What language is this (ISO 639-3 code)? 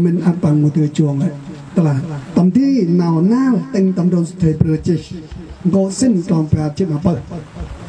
cmo